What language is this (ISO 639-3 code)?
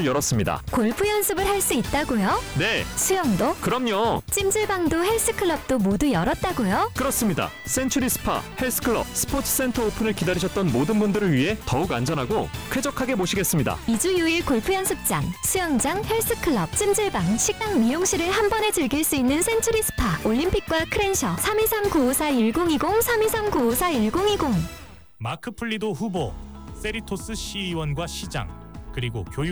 kor